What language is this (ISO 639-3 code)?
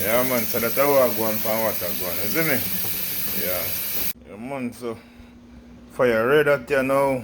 jam